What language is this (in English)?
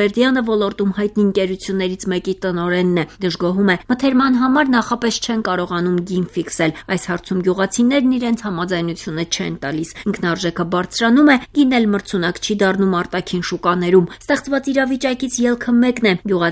Armenian